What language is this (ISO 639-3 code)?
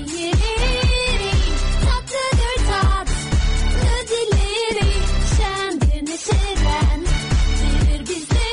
tur